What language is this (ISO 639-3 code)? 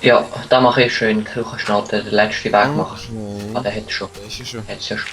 gsw